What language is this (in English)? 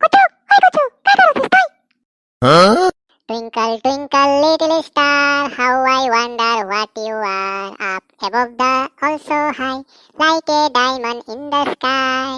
Sadri